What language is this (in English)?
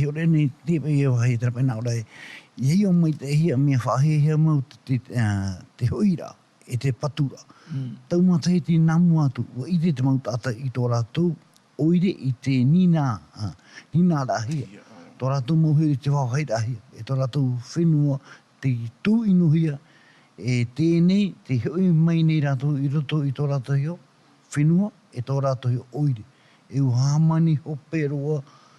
Tahitian